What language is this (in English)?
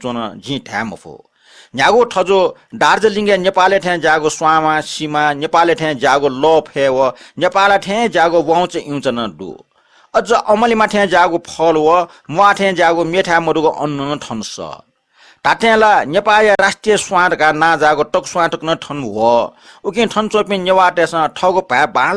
Newari